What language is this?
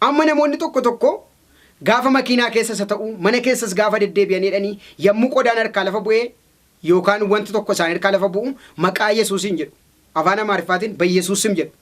Oromo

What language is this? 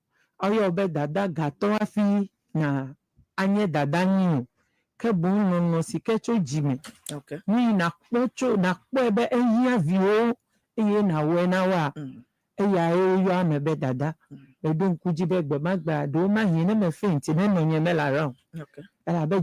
Ewe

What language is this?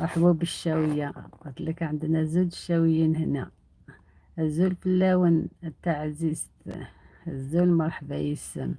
Algerian Arabic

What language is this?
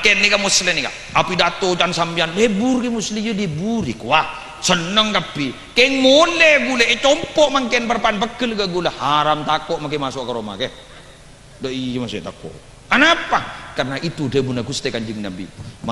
Madurese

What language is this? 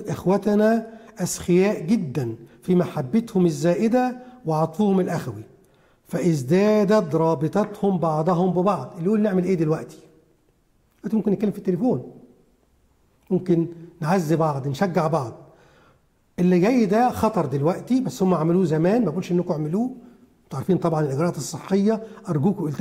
Egyptian Arabic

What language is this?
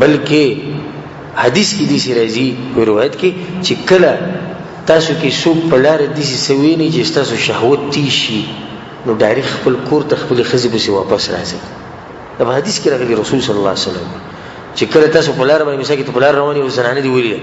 Pashto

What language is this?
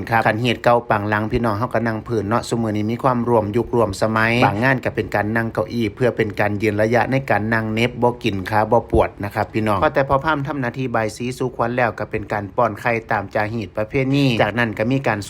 Lao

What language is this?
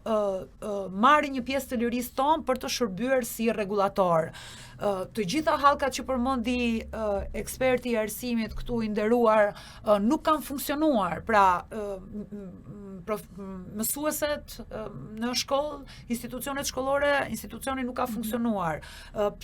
Albanian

